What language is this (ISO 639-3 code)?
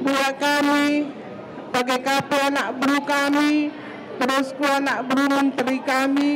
btx